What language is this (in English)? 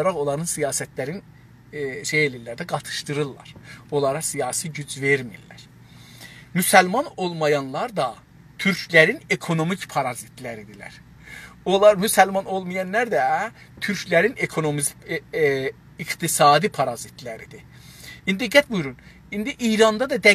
South Azerbaijani